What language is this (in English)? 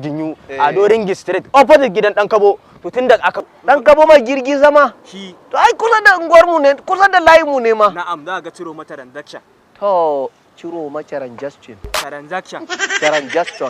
Hausa